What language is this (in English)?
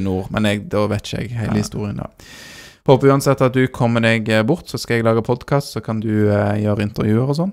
Norwegian